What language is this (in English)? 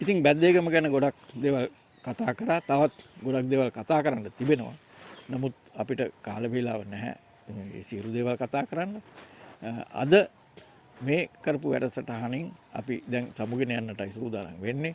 Sinhala